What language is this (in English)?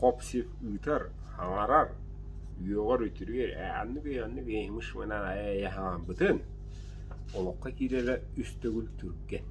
Yakut